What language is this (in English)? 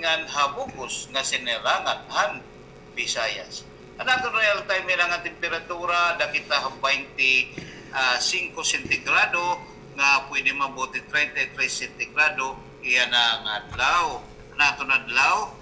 Waray